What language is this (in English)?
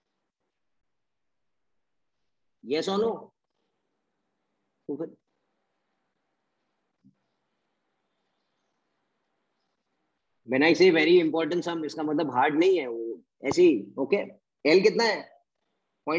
Hindi